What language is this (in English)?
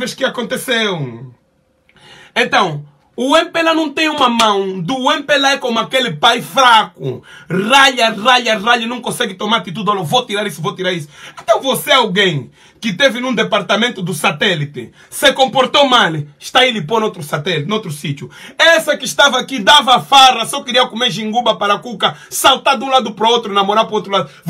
Portuguese